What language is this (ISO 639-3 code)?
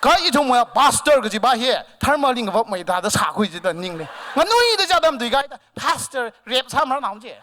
nmf